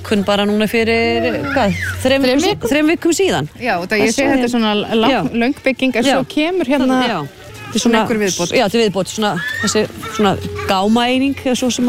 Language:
Icelandic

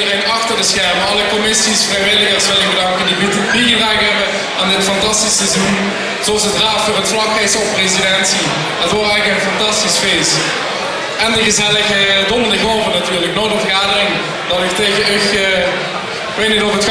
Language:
Limburgish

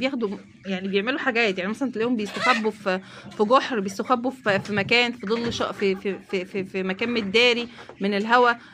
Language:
Egyptian Arabic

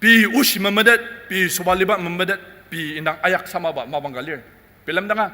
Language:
Ao Naga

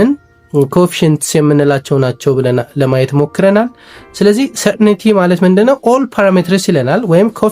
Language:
Amharic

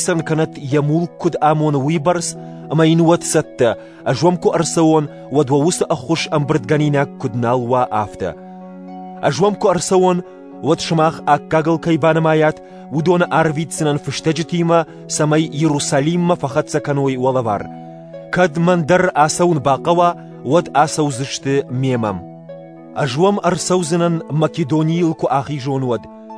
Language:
Ossetic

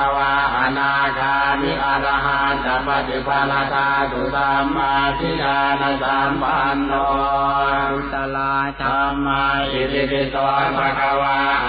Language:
Pali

